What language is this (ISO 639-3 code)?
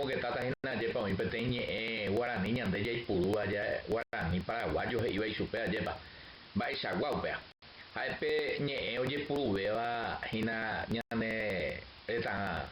grn